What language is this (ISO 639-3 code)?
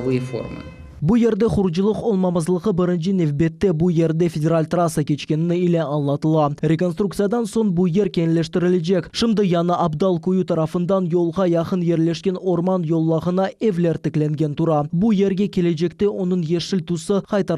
crh